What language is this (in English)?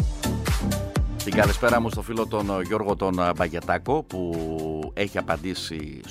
Greek